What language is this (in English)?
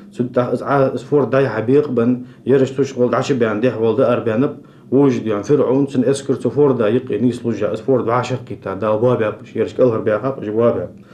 Ingush